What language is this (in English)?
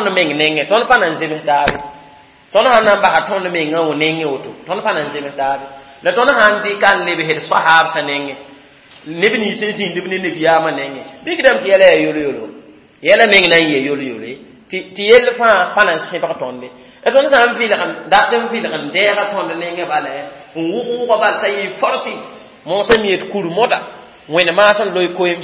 Mossi